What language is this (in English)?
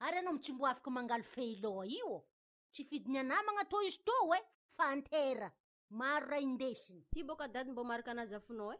Malagasy